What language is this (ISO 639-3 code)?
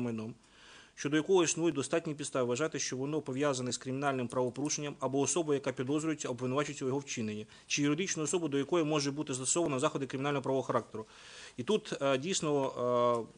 ukr